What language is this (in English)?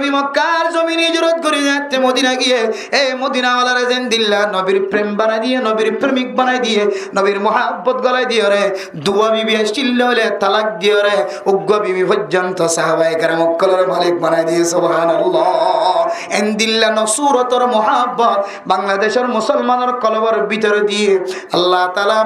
Rohingya